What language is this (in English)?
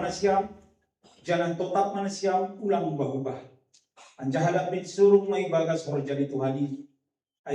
Batak Simalungun